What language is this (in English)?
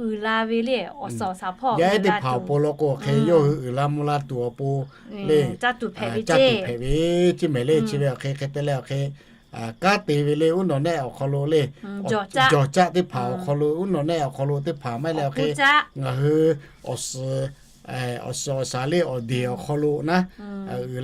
Lahu